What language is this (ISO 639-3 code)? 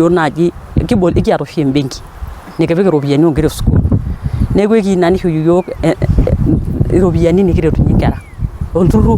mas